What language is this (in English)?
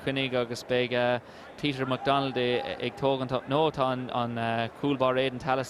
Irish